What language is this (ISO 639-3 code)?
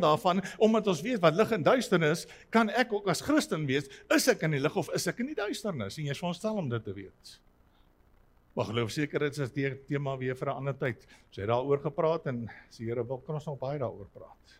afr